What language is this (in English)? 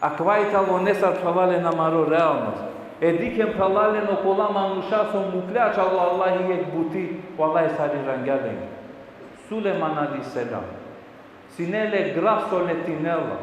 Balkan Romani